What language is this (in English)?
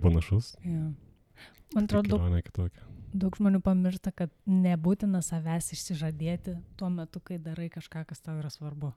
Lithuanian